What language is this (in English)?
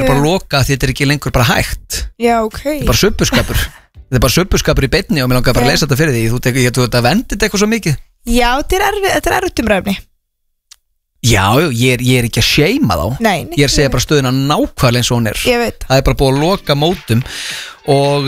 Icelandic